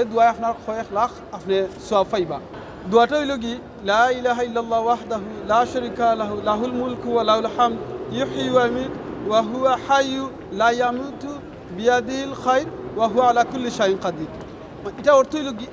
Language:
Sylheti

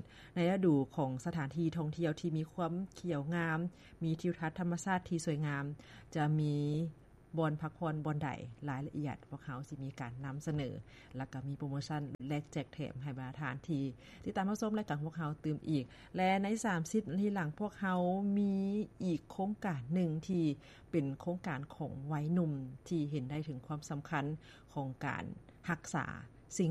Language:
Lao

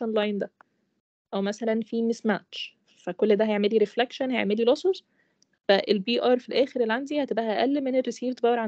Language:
Egyptian Arabic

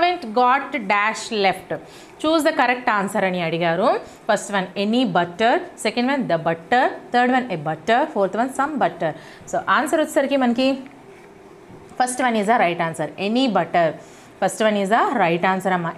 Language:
Telugu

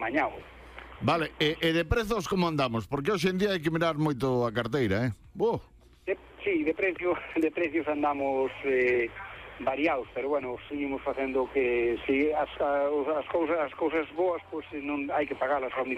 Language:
Galician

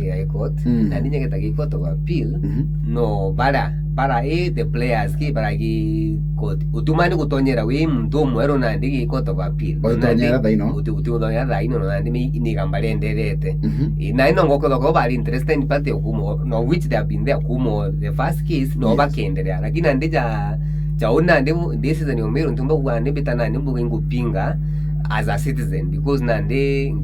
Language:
Meru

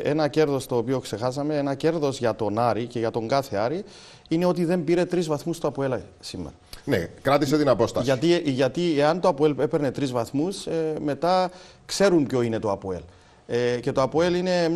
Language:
Greek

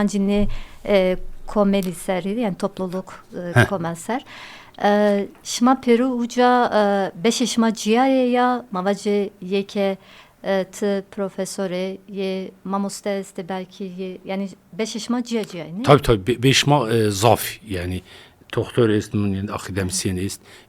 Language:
Zaza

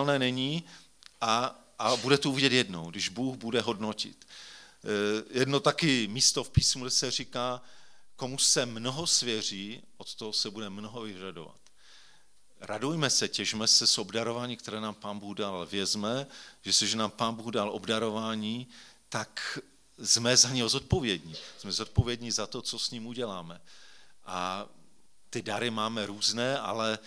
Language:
Czech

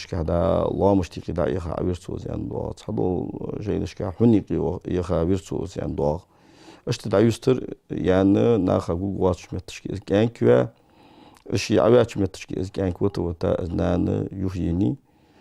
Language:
Ingush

